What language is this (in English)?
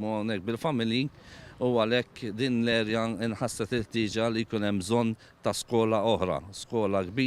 Maltese